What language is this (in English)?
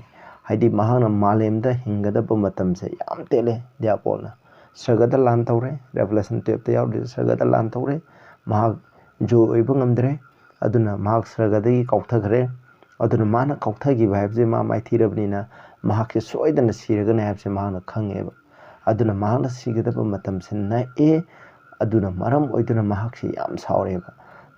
Manipuri